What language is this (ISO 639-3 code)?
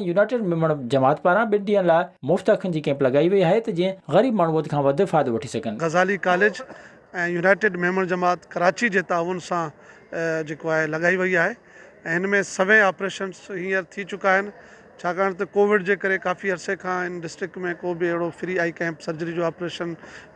snd